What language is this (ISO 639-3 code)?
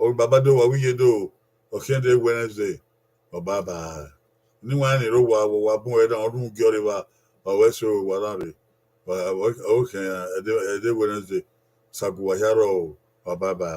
bin